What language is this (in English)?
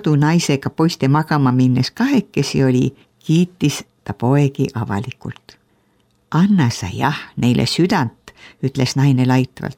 Estonian